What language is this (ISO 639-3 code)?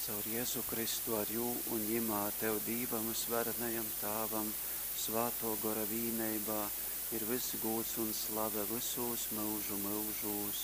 ltg